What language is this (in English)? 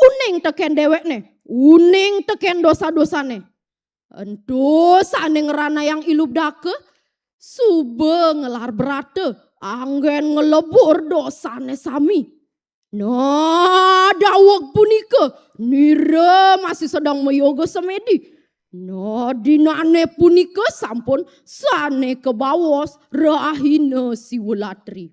Balinese